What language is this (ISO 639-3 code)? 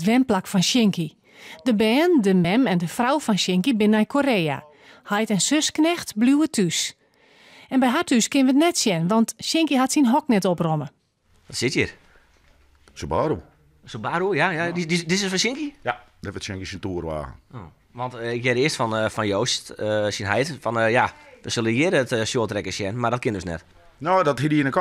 fry